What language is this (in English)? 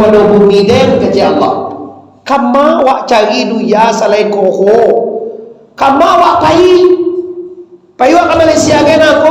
Minangkabau